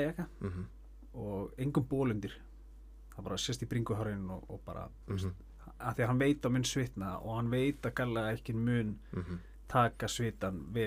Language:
Icelandic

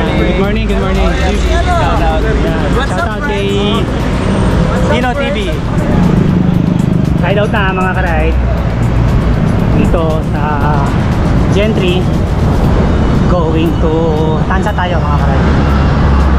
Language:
Filipino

